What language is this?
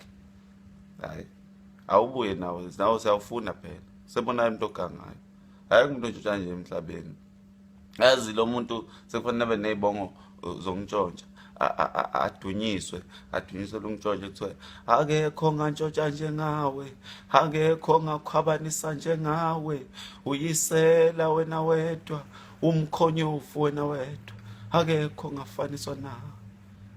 Zulu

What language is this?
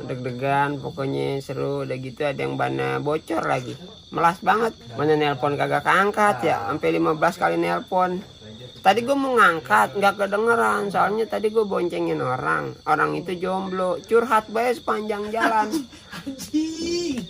Betawi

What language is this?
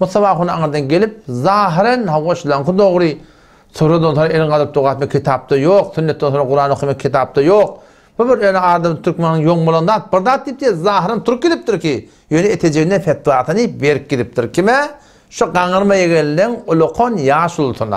Turkmen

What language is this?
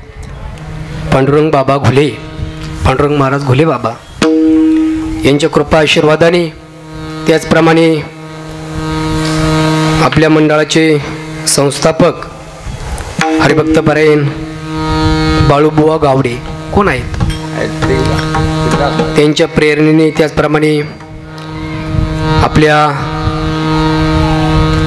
Marathi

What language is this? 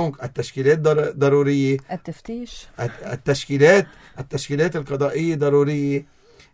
North Levantine Arabic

